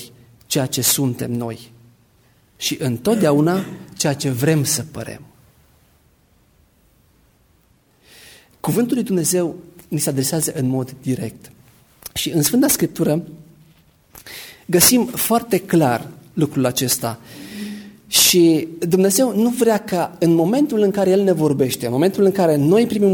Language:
Romanian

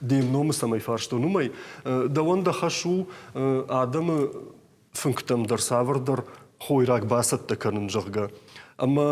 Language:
Ossetic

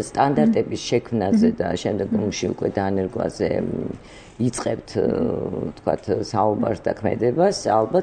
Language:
Georgian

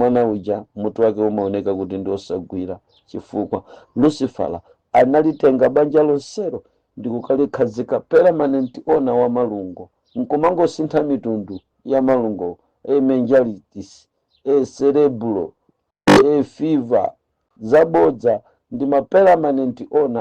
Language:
Nyanja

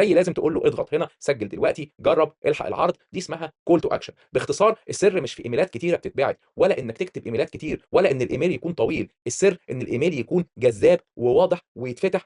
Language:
Egyptian Arabic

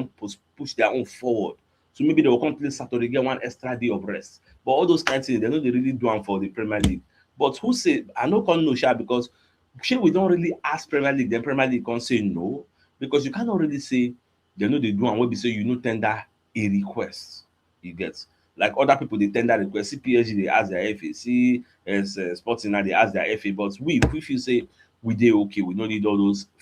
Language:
Nigerian Pidgin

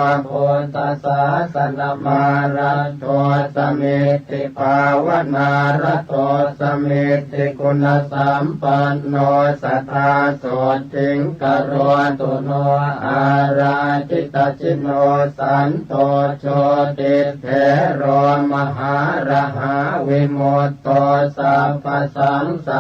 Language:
Pali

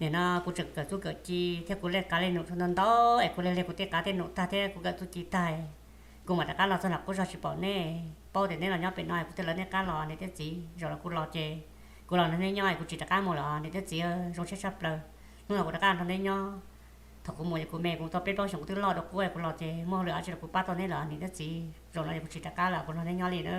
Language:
Hmong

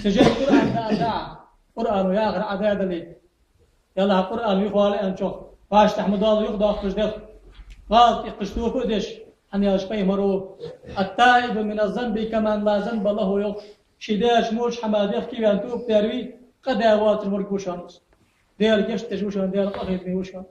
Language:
Ingush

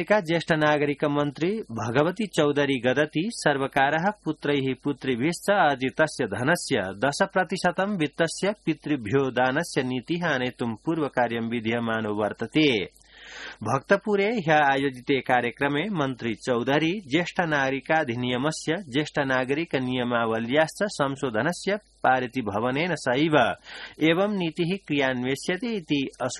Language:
Sanskrit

